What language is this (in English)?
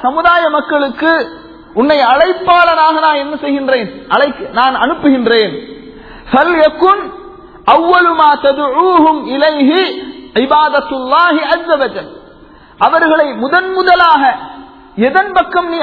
Tamil